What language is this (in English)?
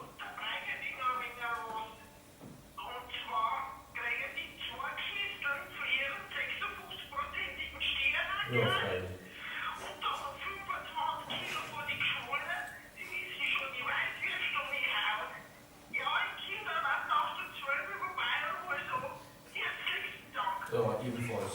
Bavarian